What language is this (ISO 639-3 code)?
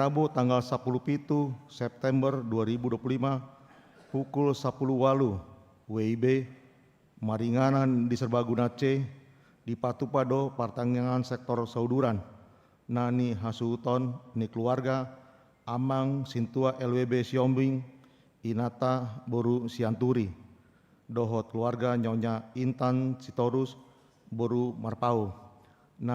bbc